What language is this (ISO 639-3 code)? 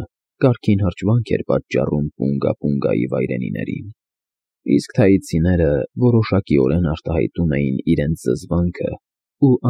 hye